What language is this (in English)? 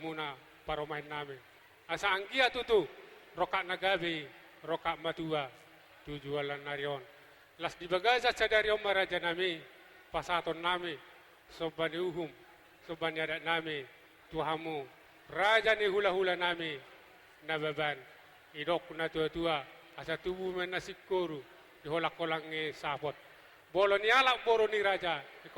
Batak Toba